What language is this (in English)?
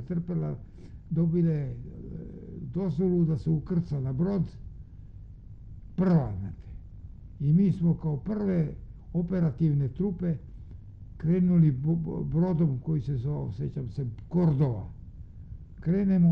Croatian